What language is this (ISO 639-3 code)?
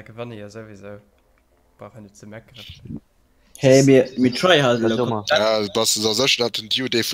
ltz